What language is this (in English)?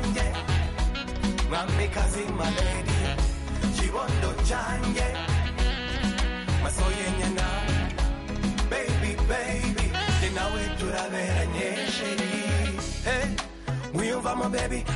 Kinyarwanda